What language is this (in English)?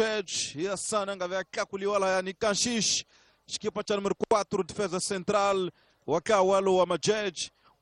Tsonga